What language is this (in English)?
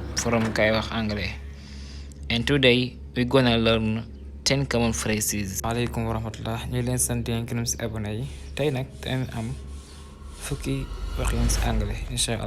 Wolof